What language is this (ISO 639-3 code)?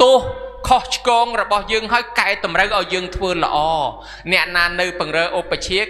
khm